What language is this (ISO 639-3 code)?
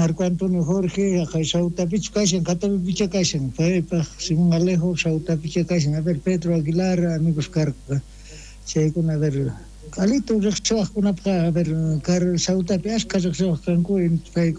quh